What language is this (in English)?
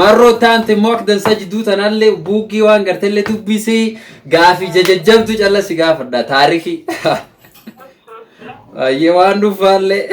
Oromo